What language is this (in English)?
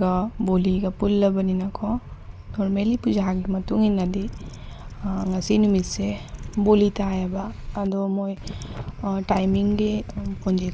Manipuri